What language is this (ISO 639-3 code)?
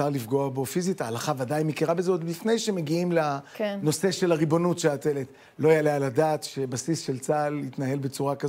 heb